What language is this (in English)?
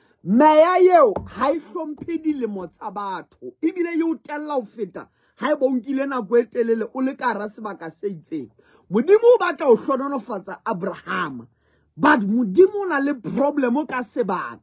Southern Sotho